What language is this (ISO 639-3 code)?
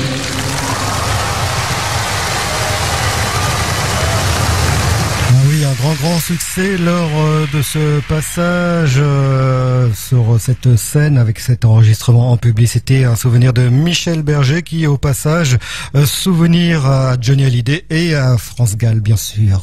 fra